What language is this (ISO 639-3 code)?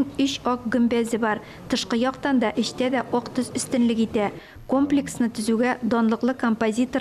tat